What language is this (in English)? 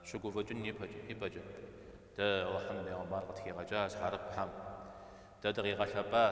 Kabardian